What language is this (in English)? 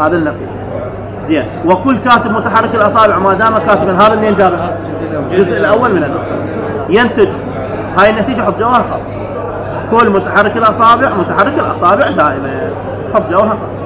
Mesopotamian Arabic